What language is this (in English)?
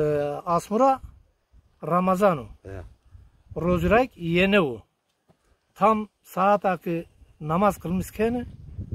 Zaza